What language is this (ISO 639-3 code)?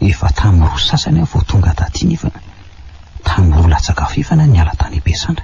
mlg